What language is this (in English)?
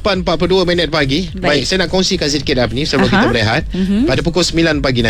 Malay